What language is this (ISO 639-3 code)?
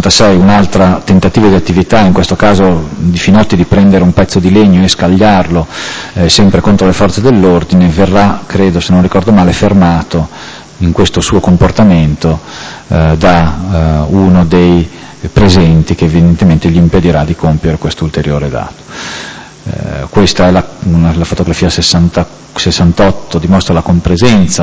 ita